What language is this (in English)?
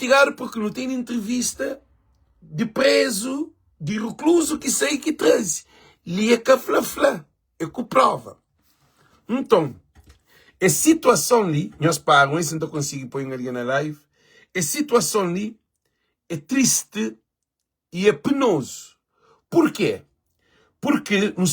Kabuverdianu